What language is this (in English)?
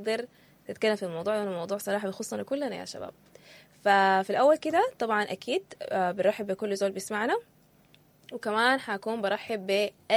Sudanese Arabic